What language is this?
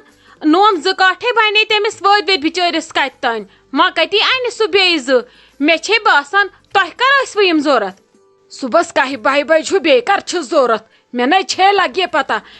Kashmiri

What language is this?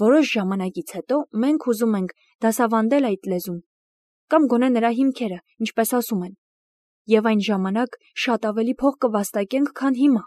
Armenian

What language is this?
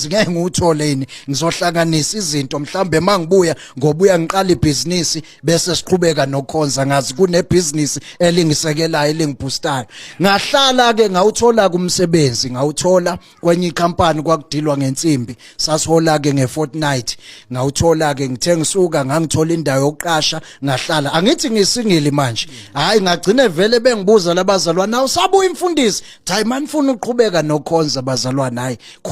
Zulu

